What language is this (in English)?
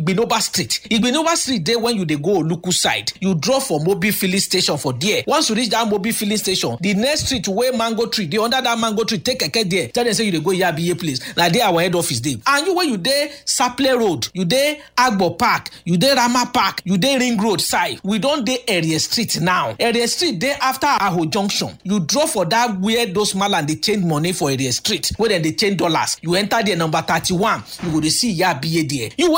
Nigerian Pidgin